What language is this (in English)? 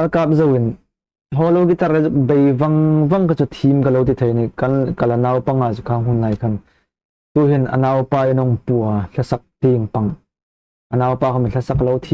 Hmar